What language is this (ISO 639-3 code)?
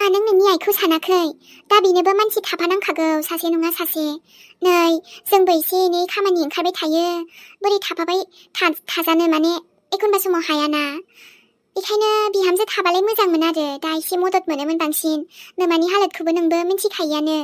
brx